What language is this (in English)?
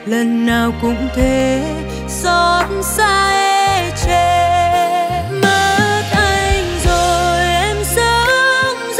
Vietnamese